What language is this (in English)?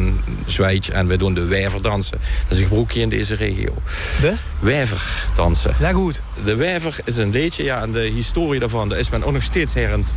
Limburgish